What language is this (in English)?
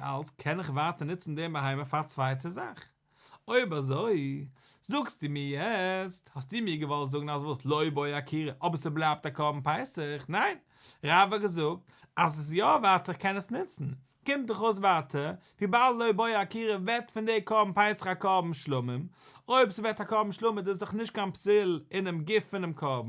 Yiddish